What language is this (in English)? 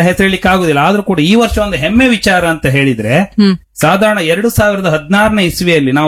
Kannada